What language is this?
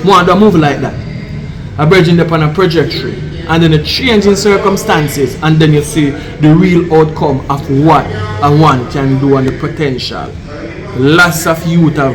Jamaican Creole English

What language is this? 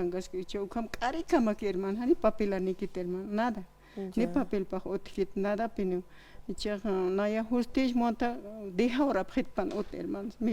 Aymara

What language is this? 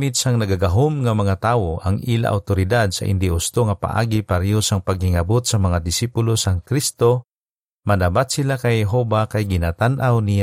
Hiligaynon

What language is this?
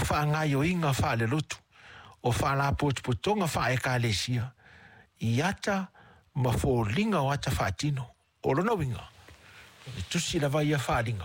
Samoan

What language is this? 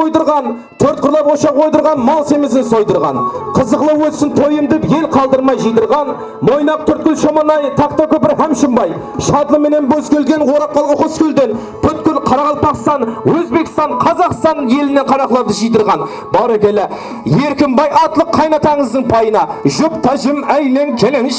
Kara-Kalpak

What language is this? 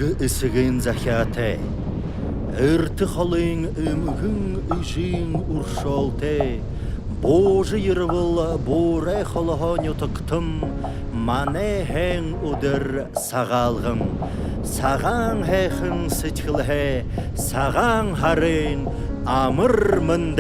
Buriat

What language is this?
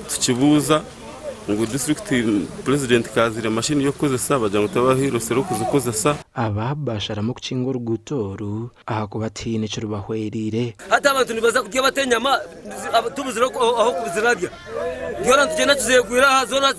Nyankole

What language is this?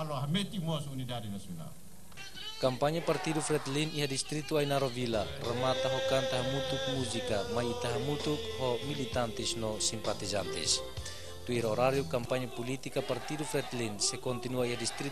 Tetum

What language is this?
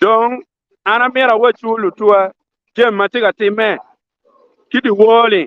Acoli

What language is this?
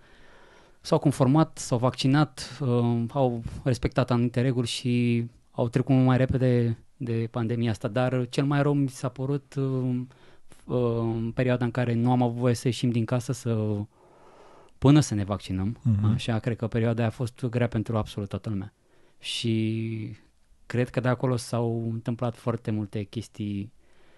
Romanian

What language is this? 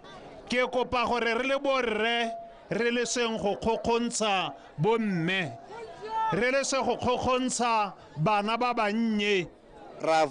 Tswana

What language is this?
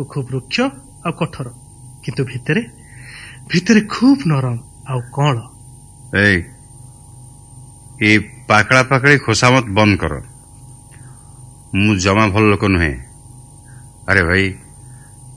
Odia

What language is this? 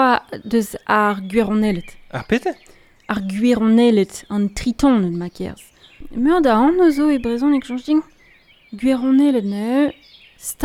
Breton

